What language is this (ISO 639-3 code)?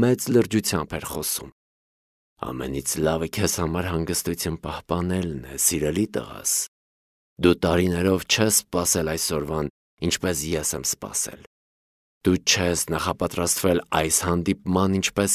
hye